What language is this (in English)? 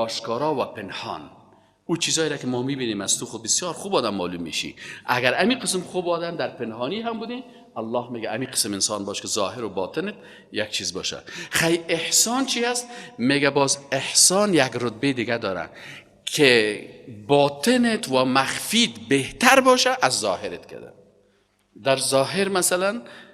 Persian